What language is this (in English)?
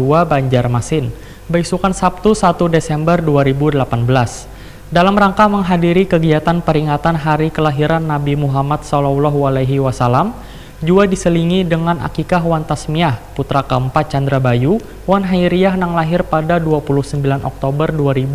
Banjar